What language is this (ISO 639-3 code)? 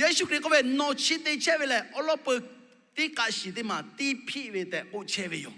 lhu